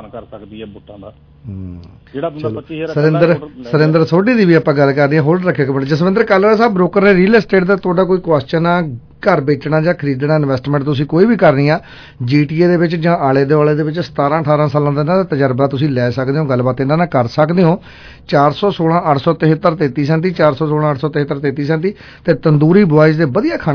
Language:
Punjabi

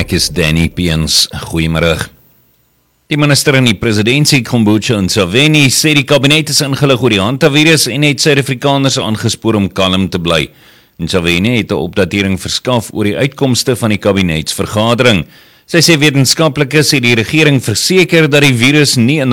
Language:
Afrikaans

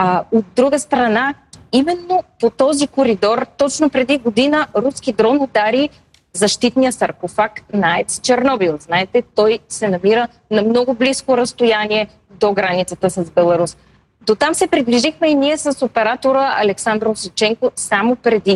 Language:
Bulgarian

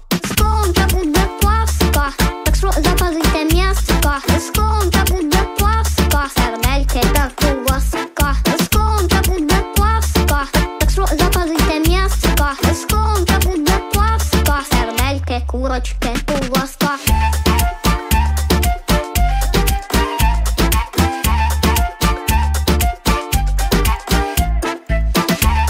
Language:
Ukrainian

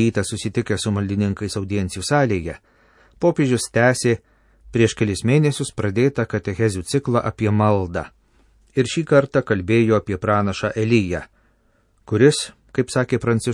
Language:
Lithuanian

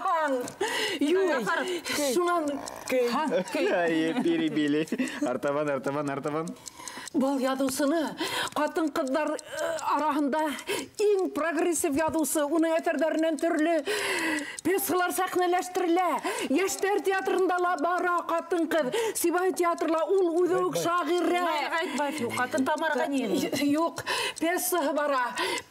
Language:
Bashkir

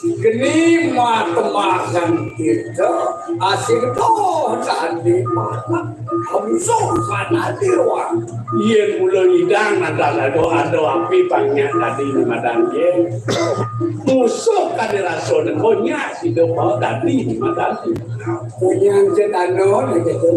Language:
Balinese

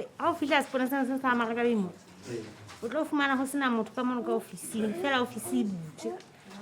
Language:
Southern Sotho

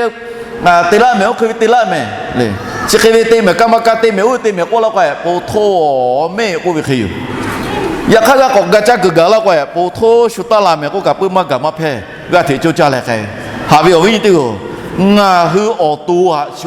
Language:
Lahu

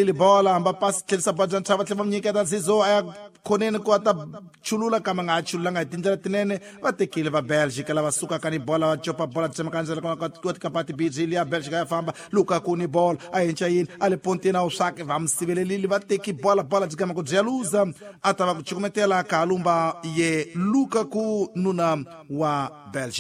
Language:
Tsonga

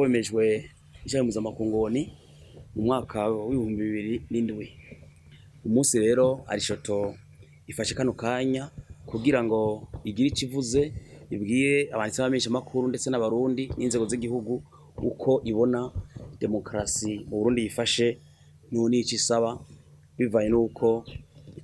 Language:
Rundi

